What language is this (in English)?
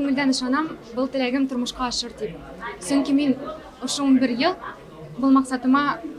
Bashkir